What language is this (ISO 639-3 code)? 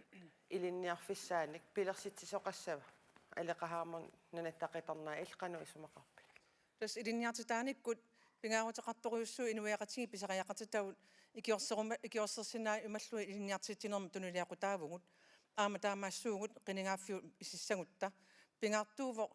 kal